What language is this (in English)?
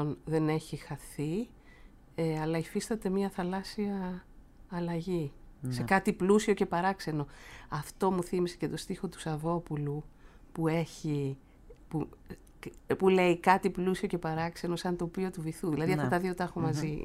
Greek